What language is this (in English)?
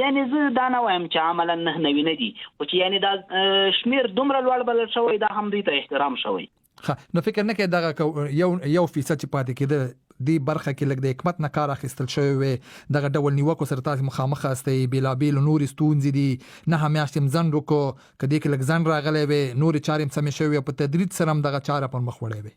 Pashto